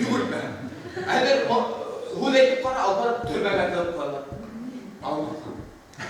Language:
Bashkir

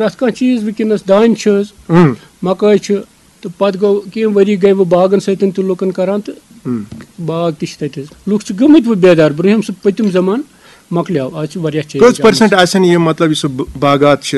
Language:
Kashmiri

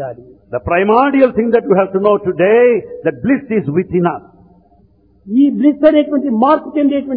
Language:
Telugu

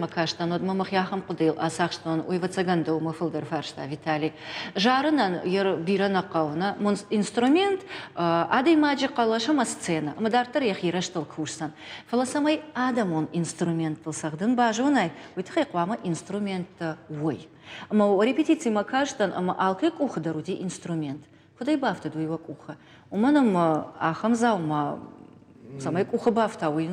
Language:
Ossetic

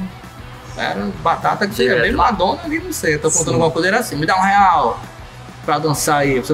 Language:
Portuguese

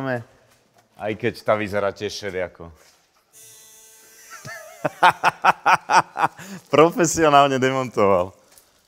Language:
Slovak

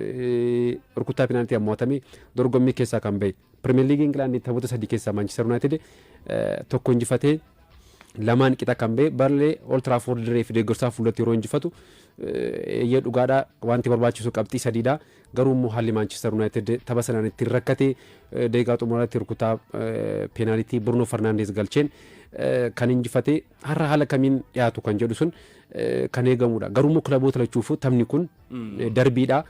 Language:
Oromo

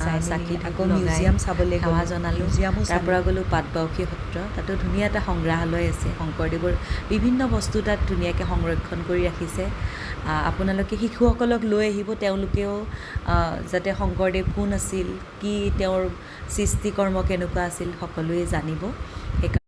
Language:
Assamese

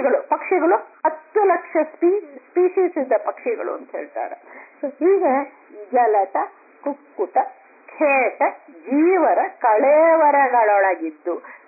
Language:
Kannada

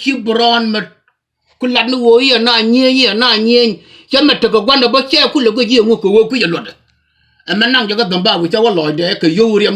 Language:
Nuer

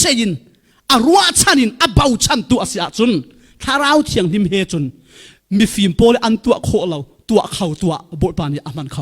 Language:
Falam Chin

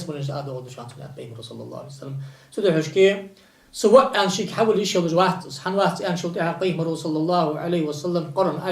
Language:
Ingush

